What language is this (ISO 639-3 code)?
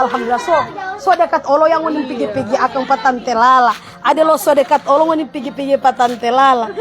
xmm